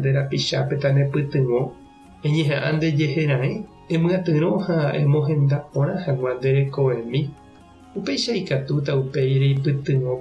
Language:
Guarani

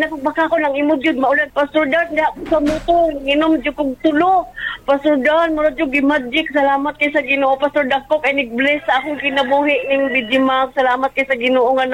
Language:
Cebuano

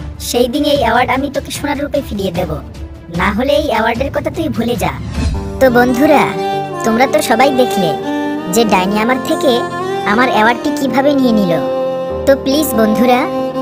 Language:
Bangla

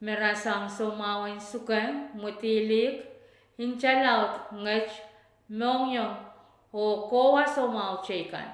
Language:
Pohnpeian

